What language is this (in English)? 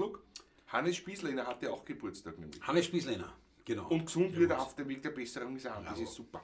Bavarian